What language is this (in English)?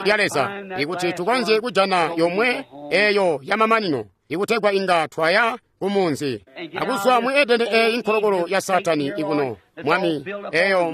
Tonga (Zambia)